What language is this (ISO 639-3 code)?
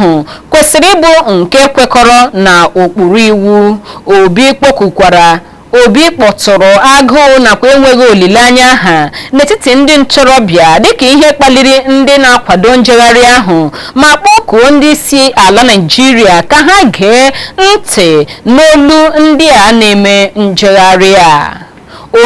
ibo